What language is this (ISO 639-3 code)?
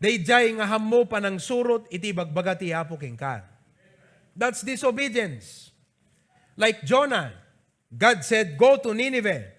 ilo